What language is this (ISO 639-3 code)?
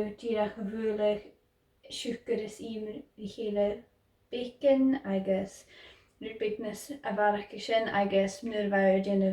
gla